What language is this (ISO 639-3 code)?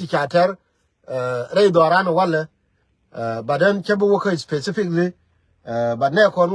nus